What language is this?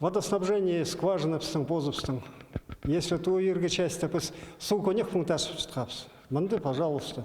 Khakas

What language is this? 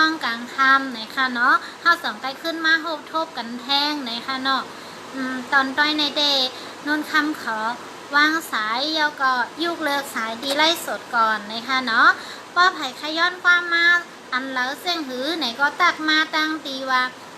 Shan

